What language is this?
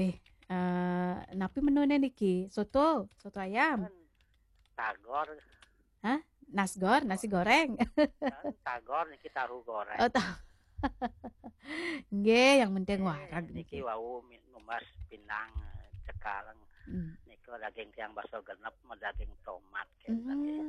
Balinese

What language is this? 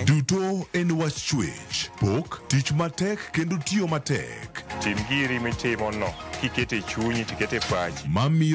Luo (Kenya and Tanzania)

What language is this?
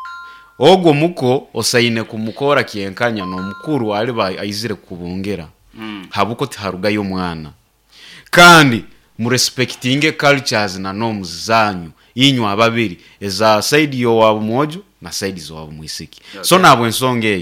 Nyankole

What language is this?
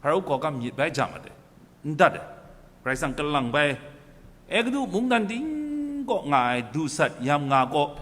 Kachin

